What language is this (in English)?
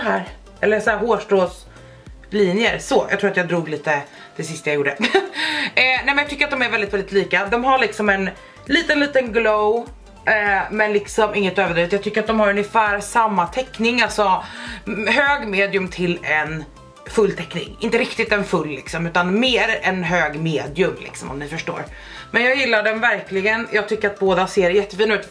Swedish